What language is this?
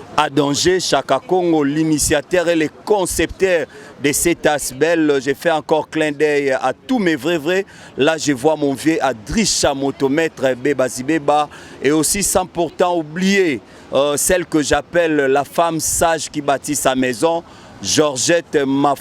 Lingala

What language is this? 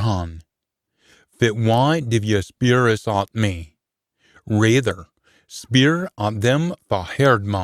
Scots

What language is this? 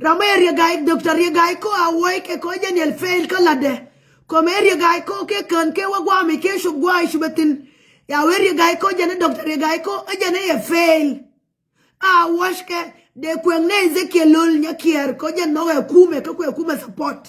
Nuer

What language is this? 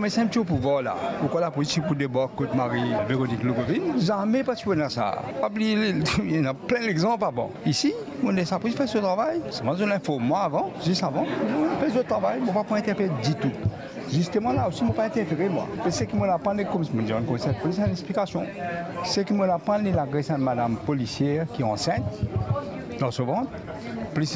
Morisyen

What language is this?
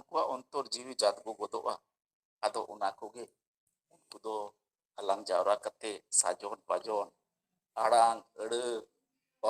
Santali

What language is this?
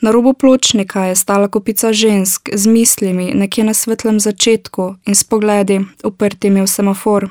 Slovenian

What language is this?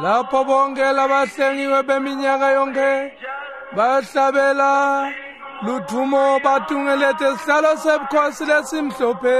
Swati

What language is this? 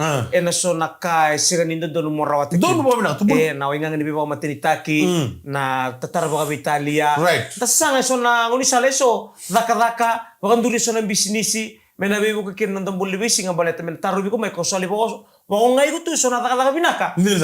Fijian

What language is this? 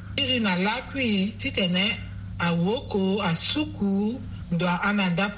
Sango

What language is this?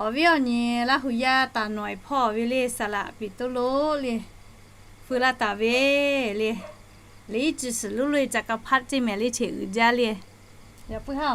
Lahu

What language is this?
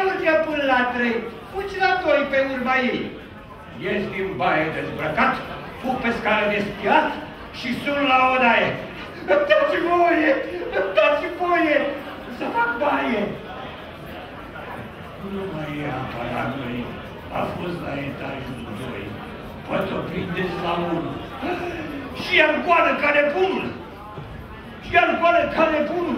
Romanian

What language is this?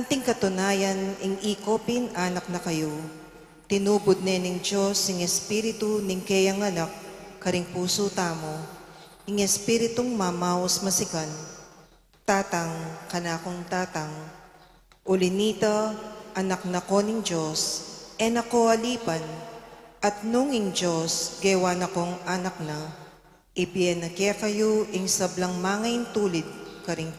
Pampanga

